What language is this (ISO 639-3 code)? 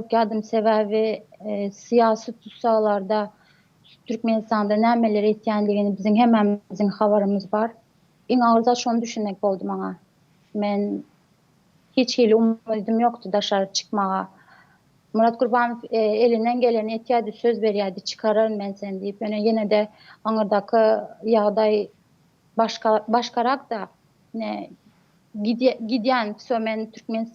tuk